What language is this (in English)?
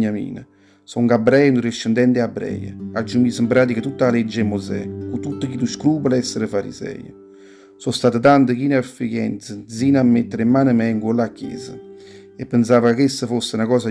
Neapolitan